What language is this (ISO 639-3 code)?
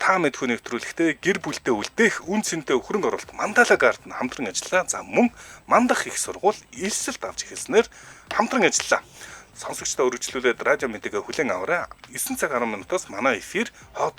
mon